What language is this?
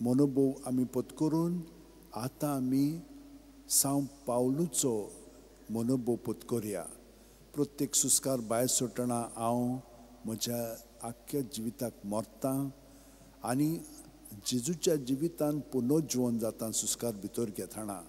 Konkani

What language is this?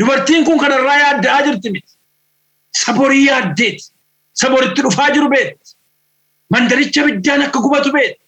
Oromo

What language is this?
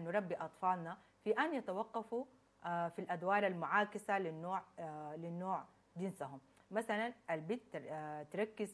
Sudanese Arabic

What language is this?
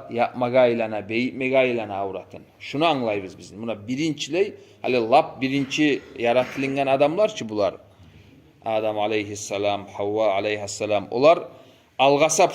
Kumyk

